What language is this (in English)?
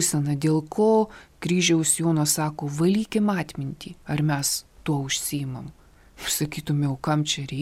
Lithuanian